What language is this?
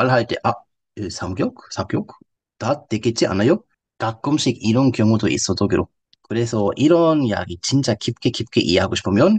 Korean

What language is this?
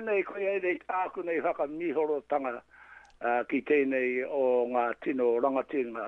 Māori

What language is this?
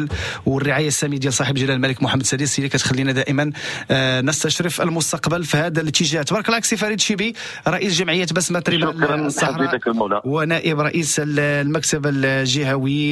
Moroccan Arabic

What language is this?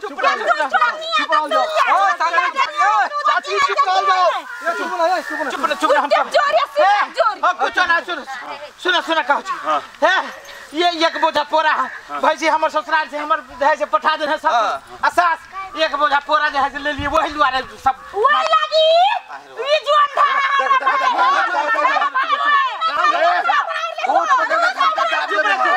Maithili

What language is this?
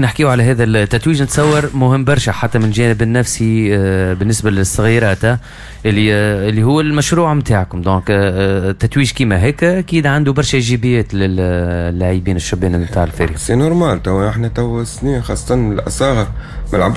Tunisian Arabic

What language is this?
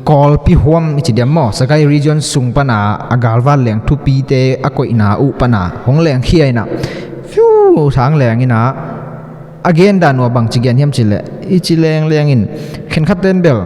Tedim Chin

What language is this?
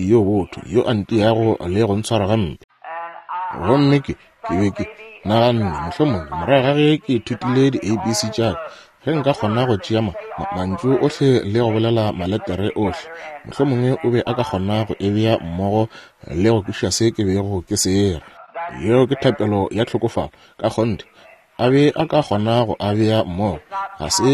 Northern Sotho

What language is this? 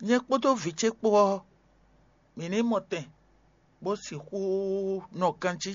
Fon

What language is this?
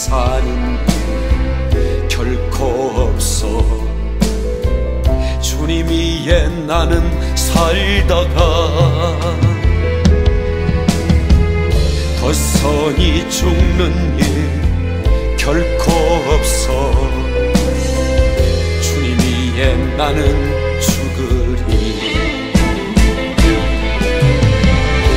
Korean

